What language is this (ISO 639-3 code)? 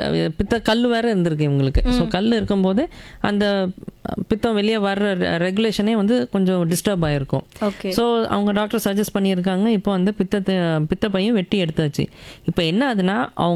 tam